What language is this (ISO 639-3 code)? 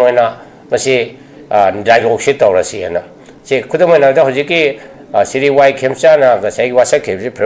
mni